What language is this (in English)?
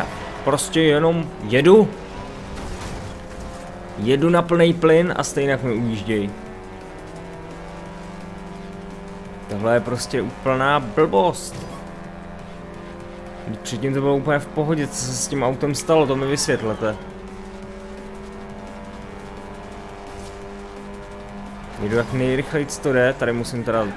Czech